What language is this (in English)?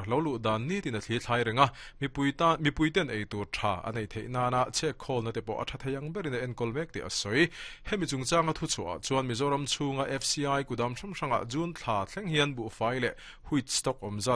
Mizo